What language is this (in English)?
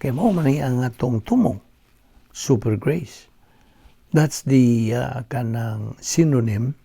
Cebuano